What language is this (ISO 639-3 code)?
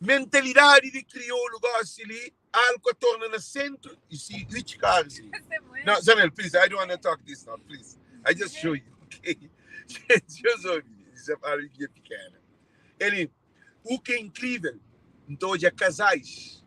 kea